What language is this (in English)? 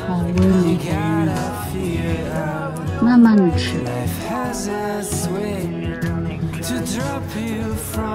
Chinese